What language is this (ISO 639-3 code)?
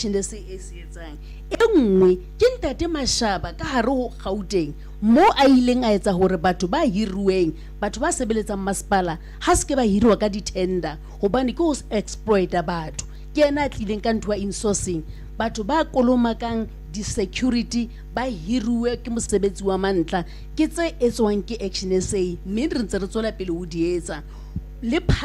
sot